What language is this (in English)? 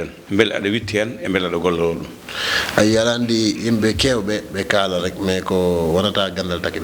Fula